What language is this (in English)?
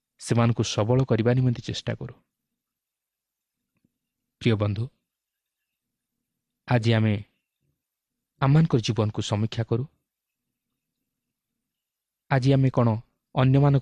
Odia